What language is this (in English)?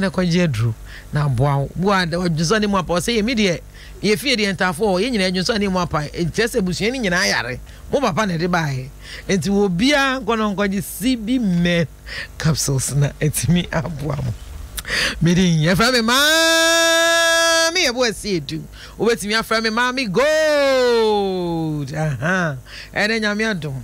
Akan